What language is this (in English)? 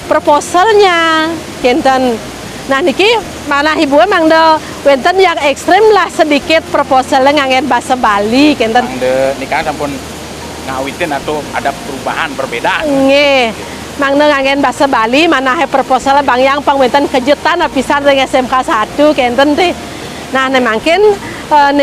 Balinese